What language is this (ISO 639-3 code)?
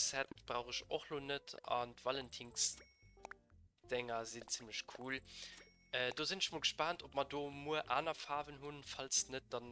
ltz